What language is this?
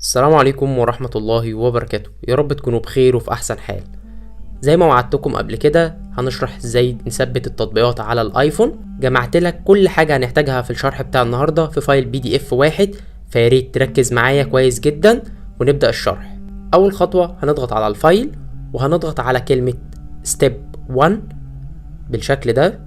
Egyptian Arabic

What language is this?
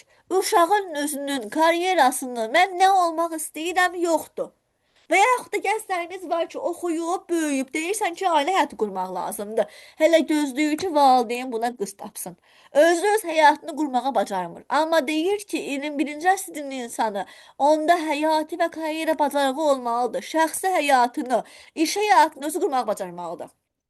Azerbaijani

